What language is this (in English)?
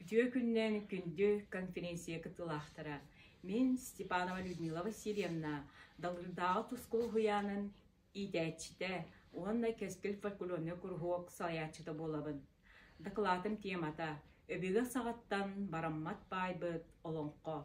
Yakut